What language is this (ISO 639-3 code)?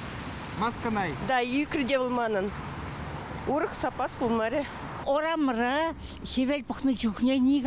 chv